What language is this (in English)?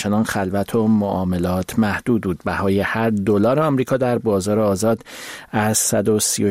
Persian